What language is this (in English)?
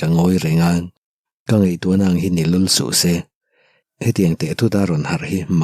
Mizo